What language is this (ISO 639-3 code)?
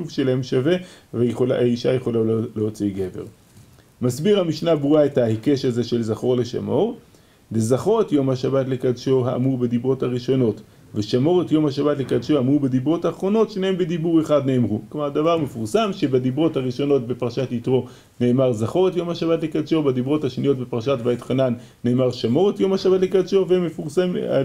heb